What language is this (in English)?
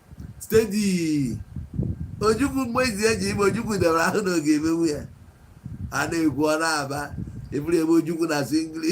Igbo